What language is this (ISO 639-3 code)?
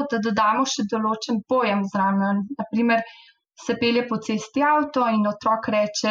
slv